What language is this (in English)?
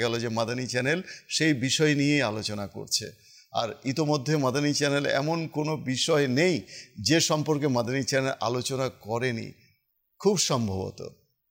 Bangla